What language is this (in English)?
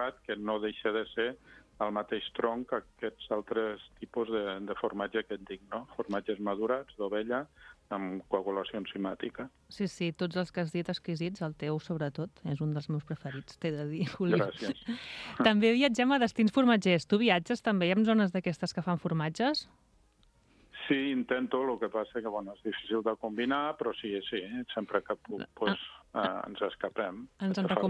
Catalan